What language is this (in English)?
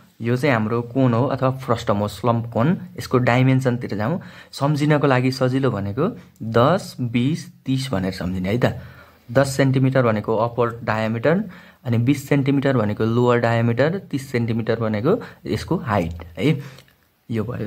Nepali